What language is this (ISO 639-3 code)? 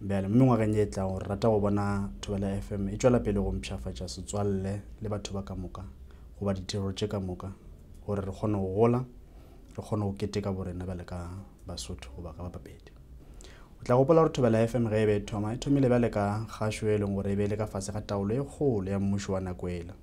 nso